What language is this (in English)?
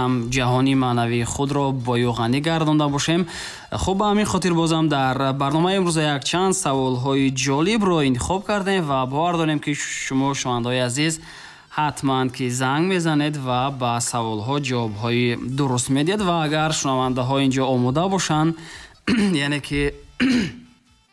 Tajik